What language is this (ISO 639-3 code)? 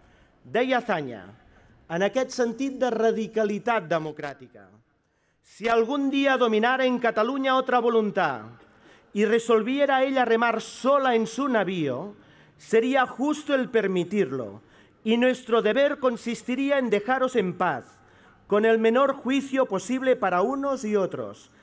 cat